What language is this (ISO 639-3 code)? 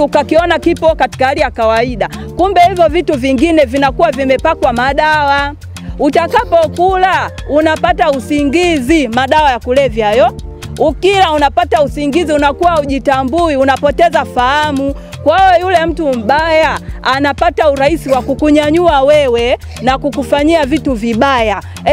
swa